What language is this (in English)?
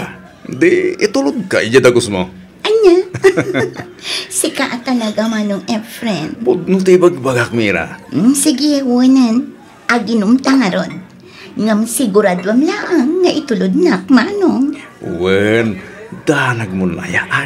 Iloko